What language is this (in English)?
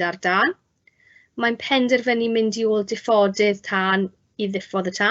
Welsh